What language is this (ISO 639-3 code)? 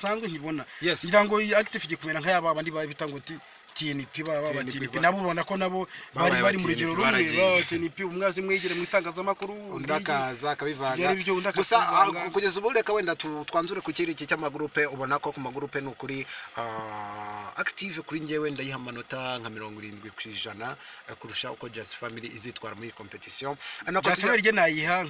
kin